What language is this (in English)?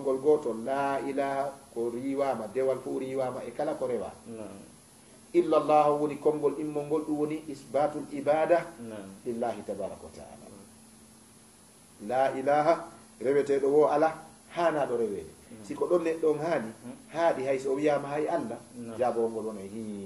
Fula